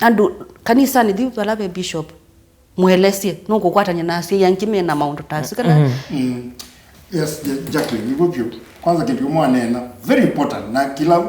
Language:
Kamba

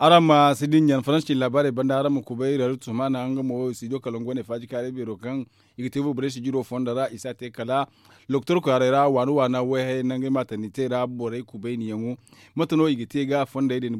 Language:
Zarma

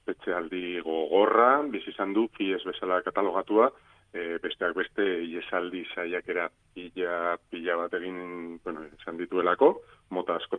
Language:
Basque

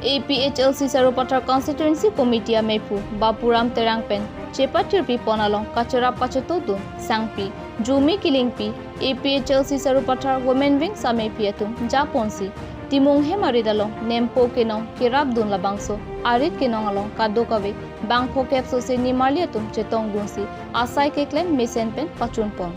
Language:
Karbi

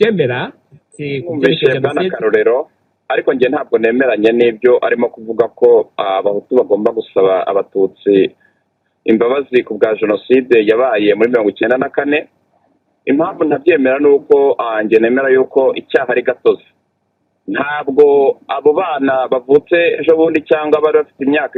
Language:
Kinyarwanda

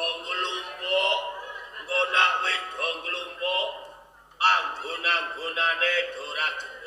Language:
Javanese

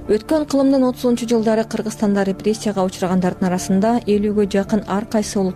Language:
Kyrgyz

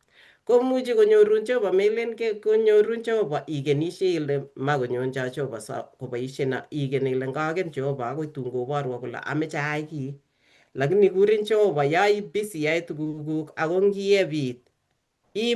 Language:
Kalenjin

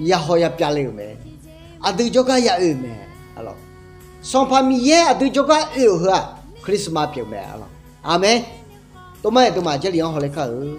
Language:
Akha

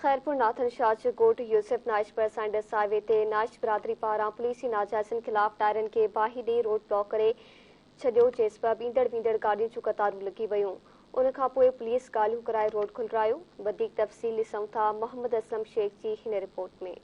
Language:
Sindhi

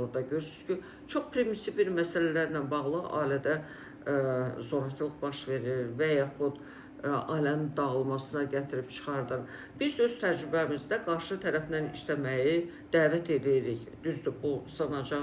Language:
Azerbaijani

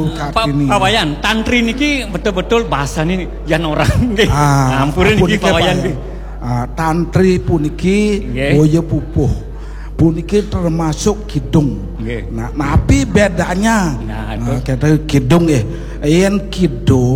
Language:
Balinese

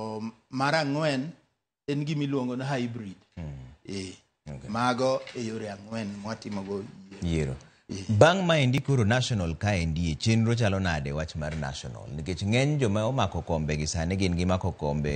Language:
Luo (Kenya and Tanzania)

